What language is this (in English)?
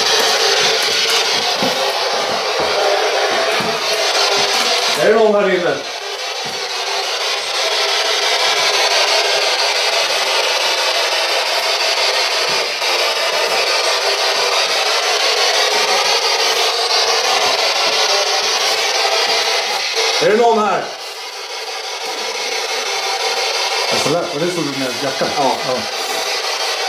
Swedish